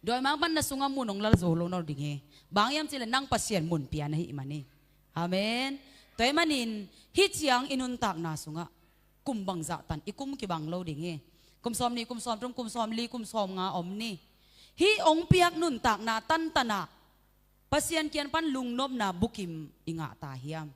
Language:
Tedim Chin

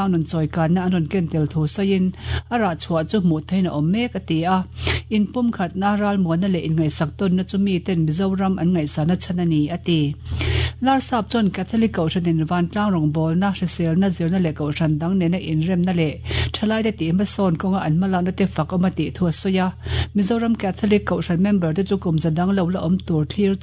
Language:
Mizo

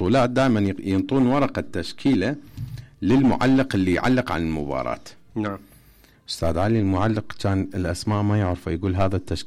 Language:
Mesopotamian Arabic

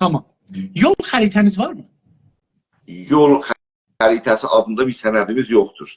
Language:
South Azerbaijani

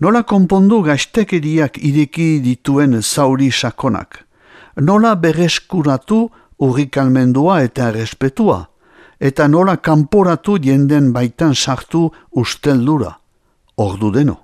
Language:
Basque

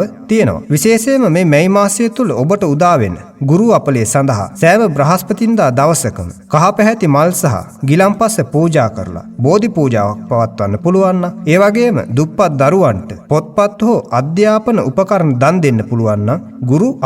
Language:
Sinhala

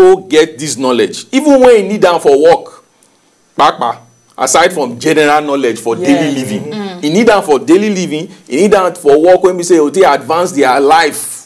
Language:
Nigerian Pidgin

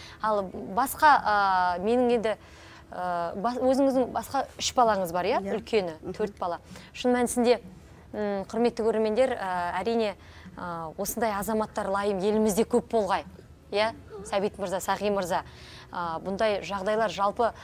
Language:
Kazakh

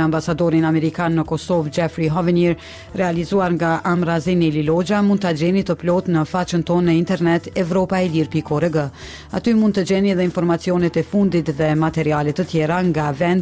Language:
Albanian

